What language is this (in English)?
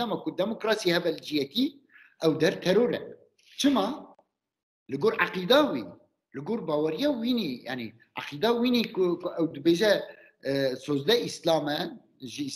Kurdish